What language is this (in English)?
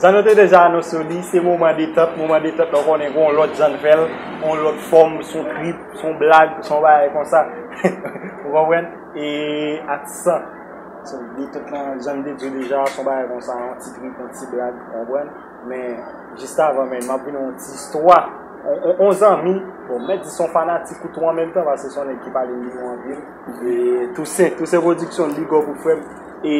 Haitian Creole